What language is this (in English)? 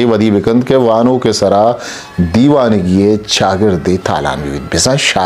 Eastern Balochi